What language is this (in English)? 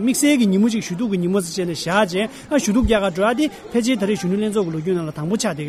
Tibetan